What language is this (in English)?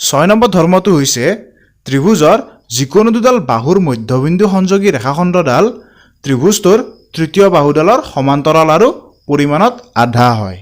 Assamese